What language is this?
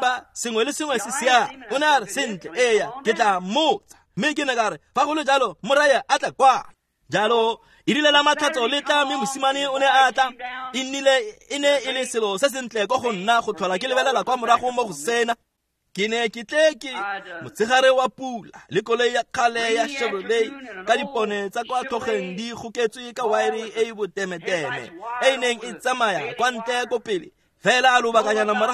Tswana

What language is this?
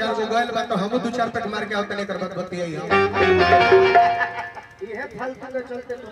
Bhojpuri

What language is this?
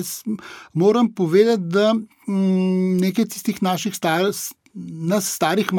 Slovenian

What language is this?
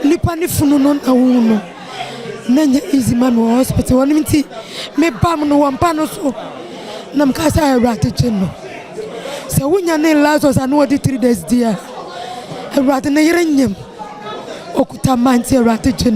Akan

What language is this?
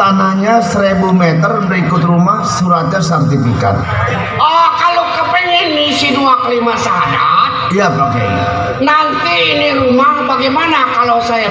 Betawi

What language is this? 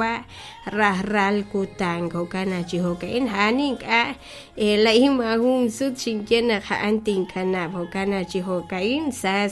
Kekchí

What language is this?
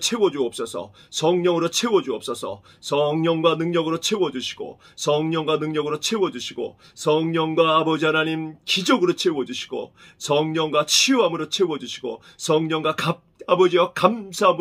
Korean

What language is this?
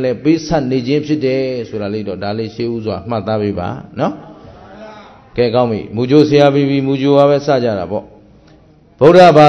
Burmese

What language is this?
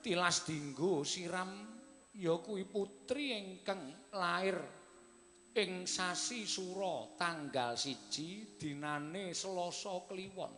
Javanese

